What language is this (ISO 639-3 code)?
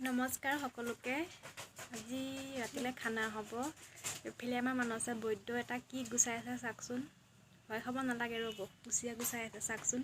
asm